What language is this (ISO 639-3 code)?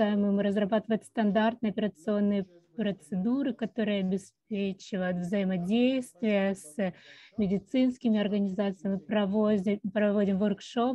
rus